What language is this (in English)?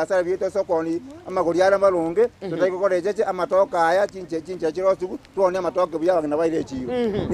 Gusii